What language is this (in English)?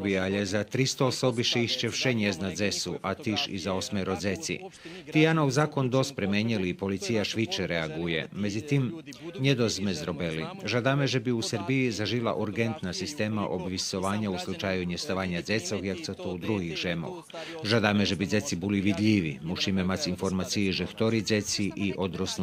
Rusyn